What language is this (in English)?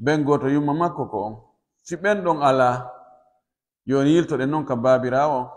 Pular